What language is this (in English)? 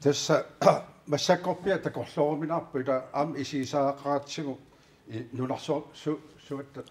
Kalaallisut